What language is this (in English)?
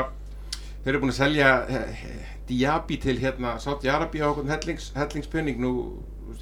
Icelandic